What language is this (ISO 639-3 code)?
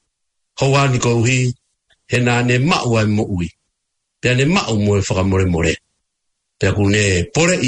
ton